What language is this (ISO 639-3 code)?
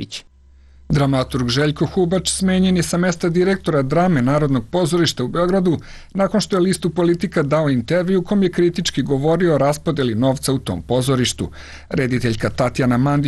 srp